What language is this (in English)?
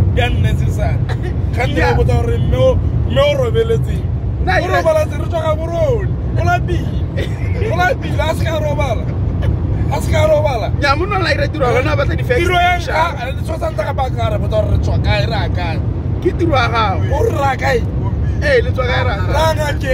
Tswana